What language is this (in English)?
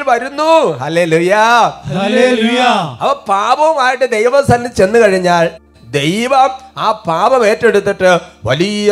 Malayalam